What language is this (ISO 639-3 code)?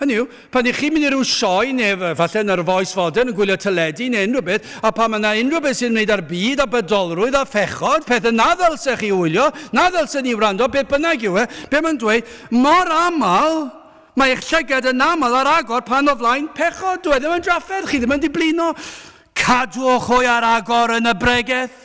cym